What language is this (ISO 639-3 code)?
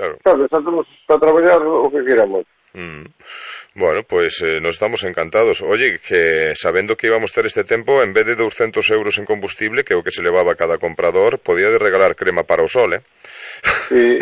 glg